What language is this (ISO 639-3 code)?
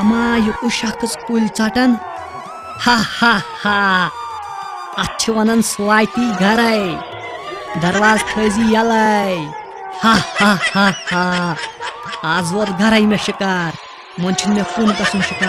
kas